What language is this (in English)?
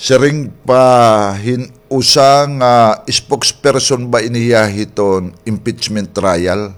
Waray